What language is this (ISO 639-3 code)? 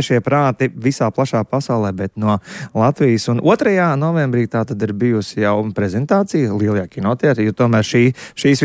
lav